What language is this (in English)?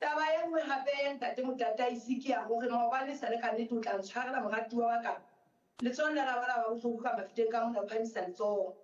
Southern Sotho